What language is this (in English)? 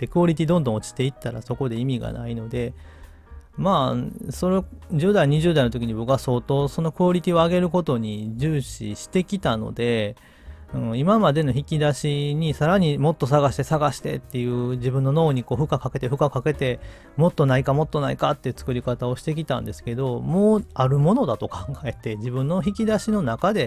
Japanese